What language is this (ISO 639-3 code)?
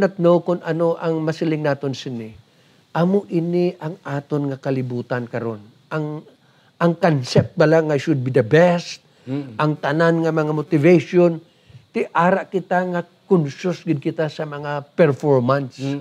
hil